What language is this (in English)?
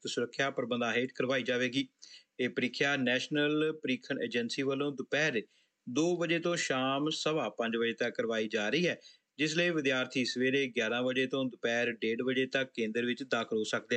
Punjabi